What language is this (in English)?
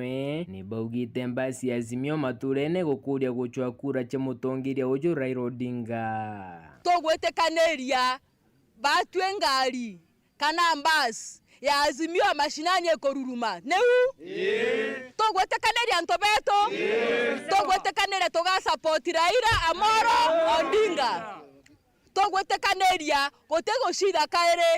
Meru